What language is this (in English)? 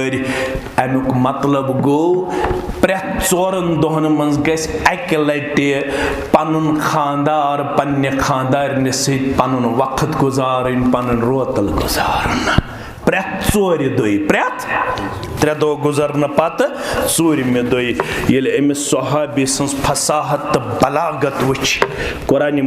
Kashmiri